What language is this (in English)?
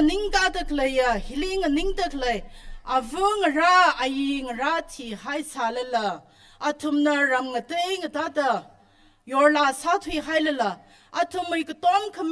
Tangkhul Naga (India)